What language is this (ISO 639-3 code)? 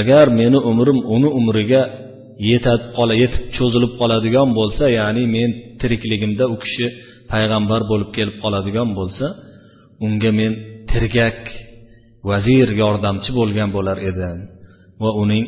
uzb